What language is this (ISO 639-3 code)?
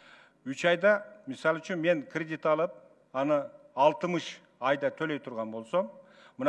kir